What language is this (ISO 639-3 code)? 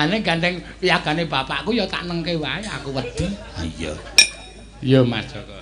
jav